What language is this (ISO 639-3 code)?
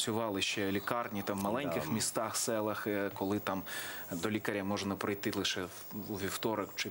ukr